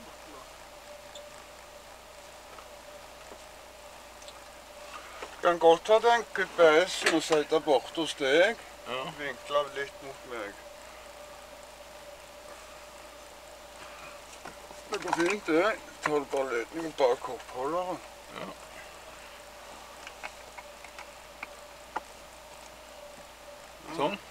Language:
Norwegian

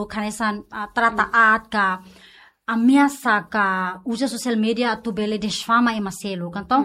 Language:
Tetum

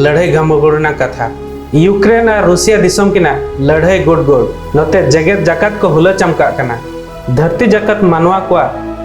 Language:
Santali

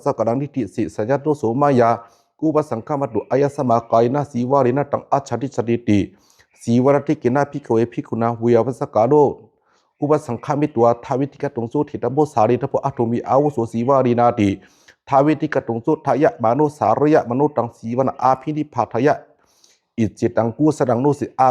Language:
Pali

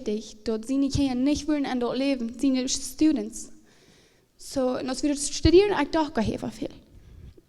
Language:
Plautdietsch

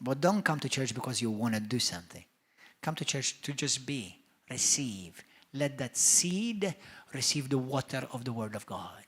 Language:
English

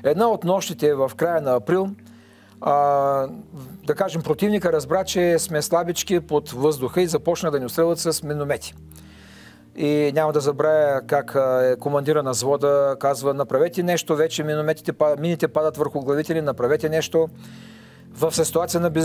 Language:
Bulgarian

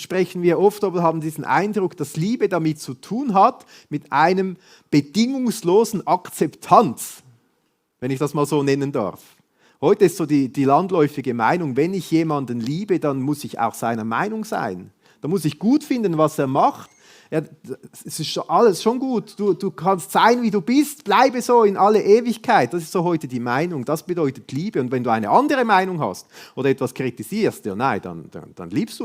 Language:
Swiss German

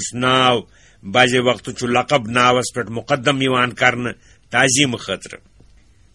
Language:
Kashmiri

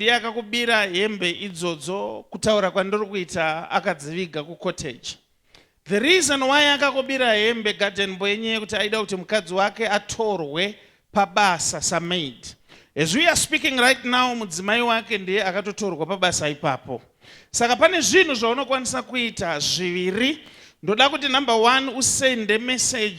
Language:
Shona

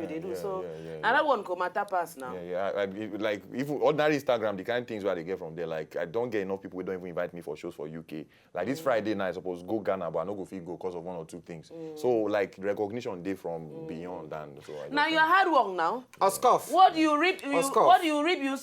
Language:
Nigerian Pidgin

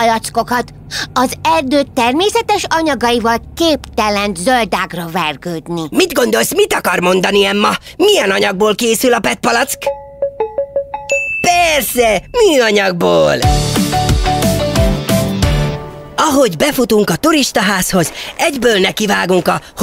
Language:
Hungarian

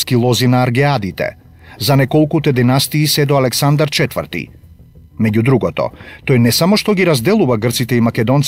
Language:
Macedonian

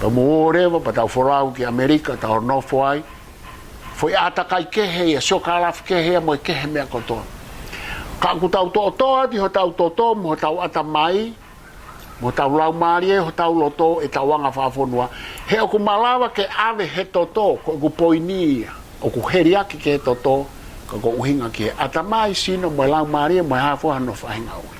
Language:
Tongan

